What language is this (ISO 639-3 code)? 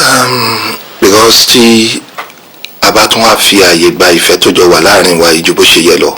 yor